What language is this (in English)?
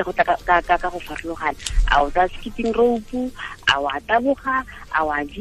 Tswana